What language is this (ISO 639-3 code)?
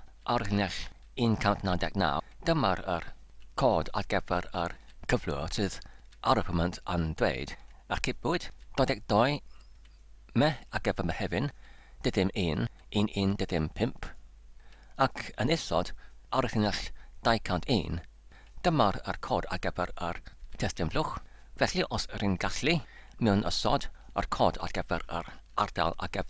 cym